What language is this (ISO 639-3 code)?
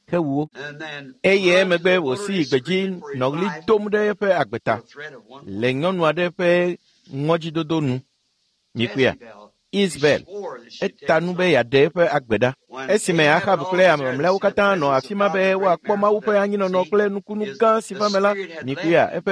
ewe